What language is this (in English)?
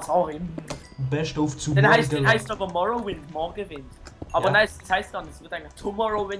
Swiss German